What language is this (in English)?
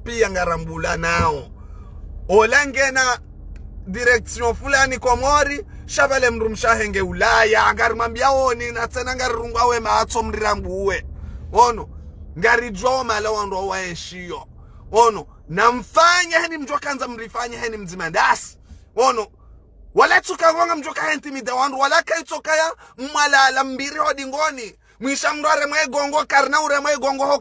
Ngazidja Comorian